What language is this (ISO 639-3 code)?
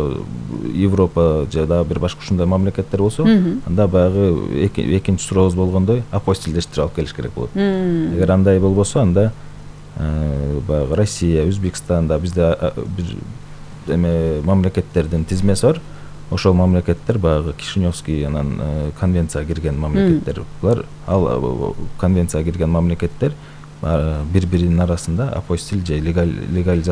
kir